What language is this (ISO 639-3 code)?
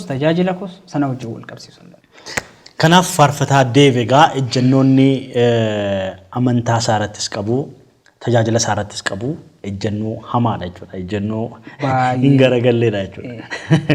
orm